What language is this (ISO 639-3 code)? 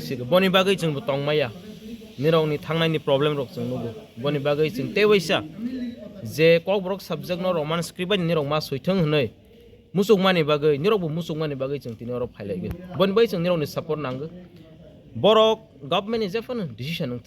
trp